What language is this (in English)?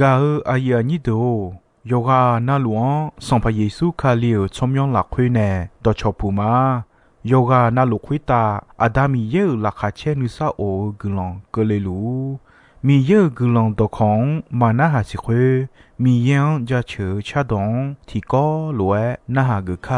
Akha